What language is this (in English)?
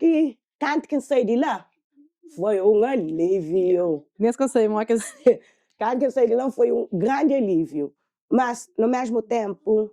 Kabuverdianu